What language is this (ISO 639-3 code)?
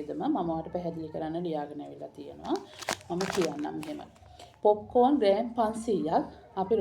sin